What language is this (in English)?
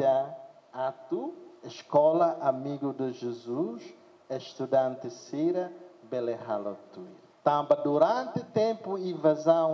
Tetum